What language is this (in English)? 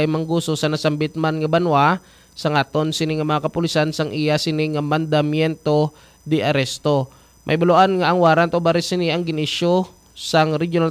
Hiligaynon